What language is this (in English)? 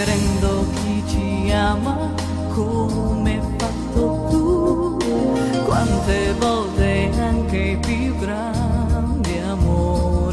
Italian